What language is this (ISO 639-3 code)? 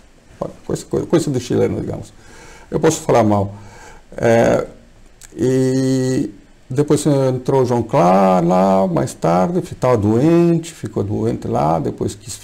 por